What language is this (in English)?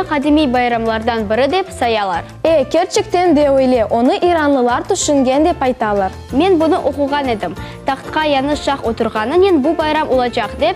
Crimean Tatar